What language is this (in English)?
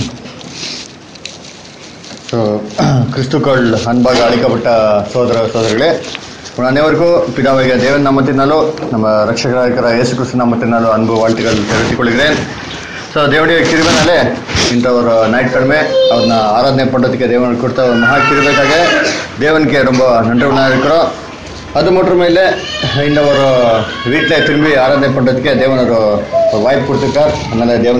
Tamil